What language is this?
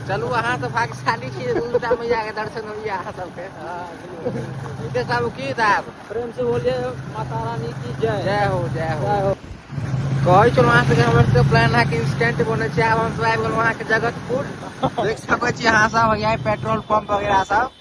Maithili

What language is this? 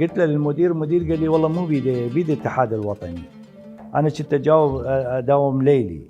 Mesopotamian Arabic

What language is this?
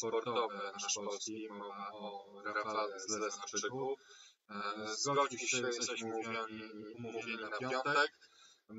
Polish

